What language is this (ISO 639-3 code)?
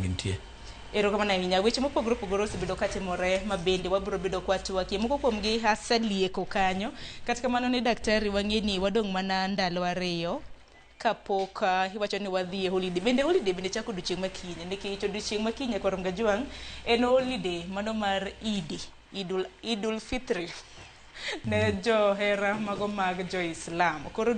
luo